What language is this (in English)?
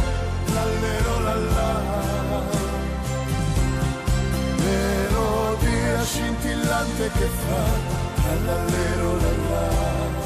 Italian